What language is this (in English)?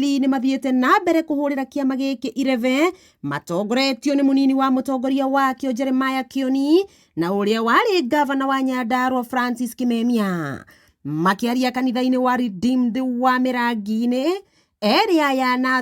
Kikuyu